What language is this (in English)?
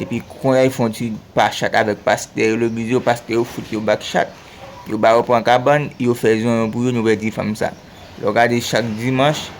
Haitian Creole